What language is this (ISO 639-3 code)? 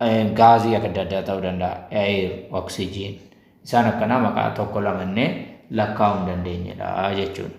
orm